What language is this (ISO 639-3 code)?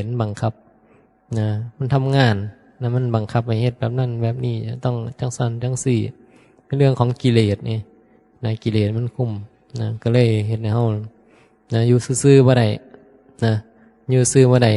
tts